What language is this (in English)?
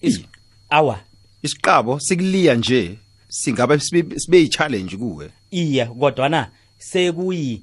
South Ndebele